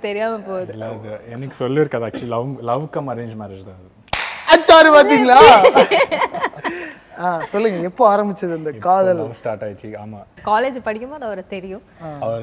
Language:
Tamil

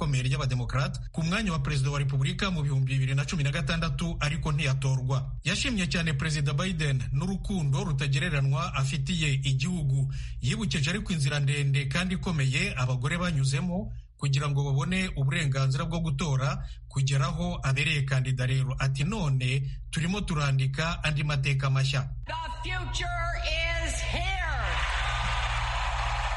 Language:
Kinyarwanda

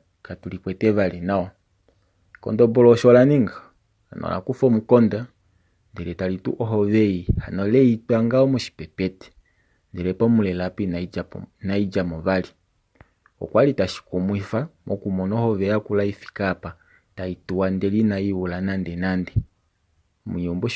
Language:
Kuanyama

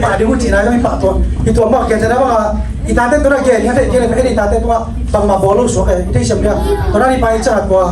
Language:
Tedim Chin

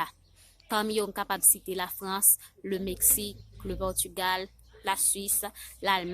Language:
Haitian Creole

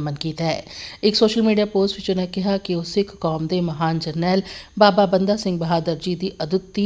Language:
Punjabi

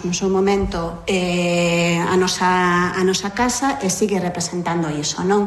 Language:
Galician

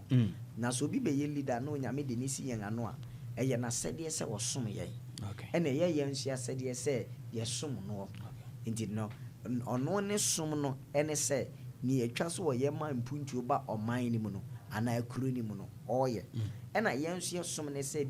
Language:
Akan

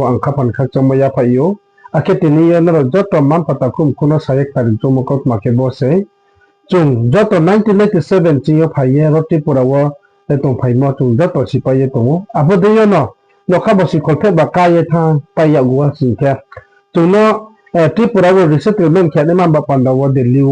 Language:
Riang (India)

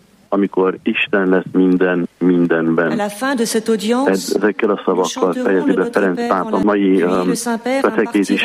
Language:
Hungarian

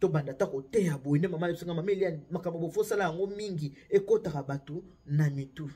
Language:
Lingala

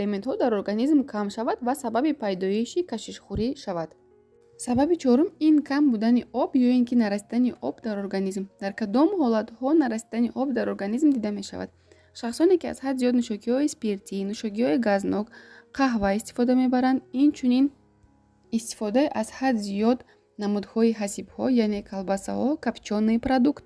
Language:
Tajik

